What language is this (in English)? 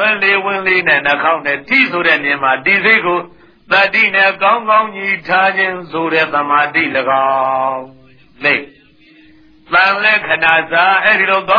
Burmese